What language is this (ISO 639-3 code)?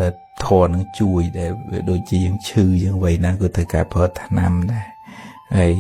khm